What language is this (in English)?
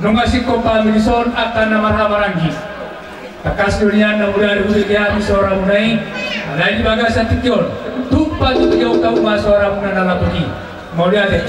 Batak Toba